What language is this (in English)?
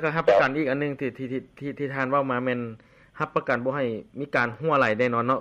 Lao